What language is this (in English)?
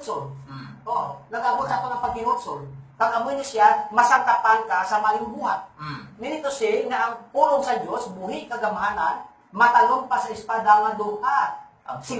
Hiligaynon